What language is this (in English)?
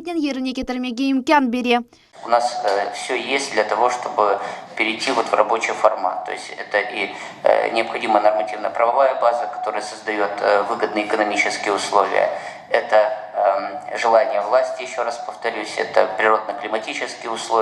Crimean Tatar